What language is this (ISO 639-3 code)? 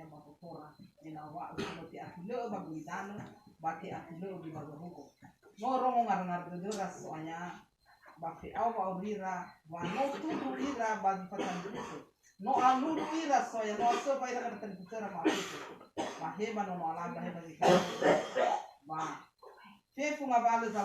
nia